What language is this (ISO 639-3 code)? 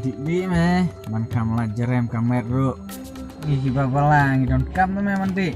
kha